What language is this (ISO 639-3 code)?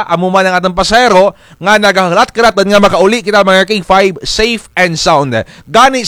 krj